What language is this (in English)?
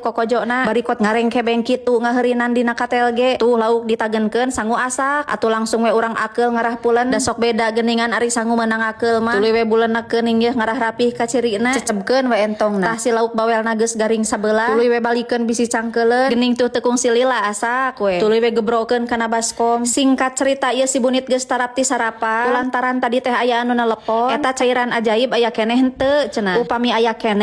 Sundanese